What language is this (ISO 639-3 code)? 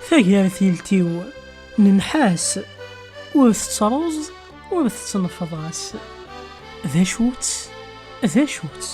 kab